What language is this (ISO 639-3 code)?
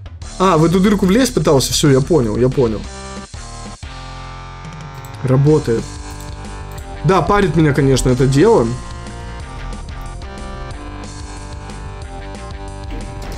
rus